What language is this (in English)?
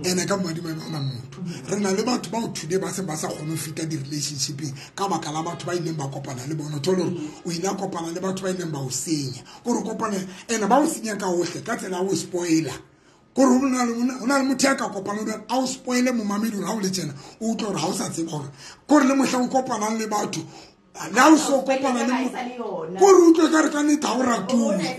Southern Sotho